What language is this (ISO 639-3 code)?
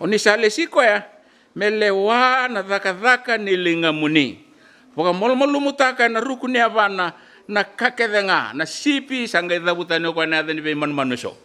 fij